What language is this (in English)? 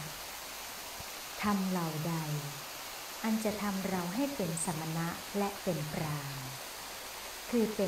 Thai